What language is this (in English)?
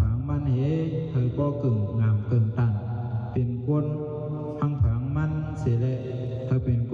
Shan